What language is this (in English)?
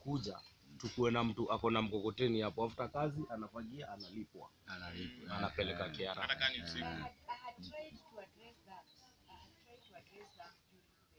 Swahili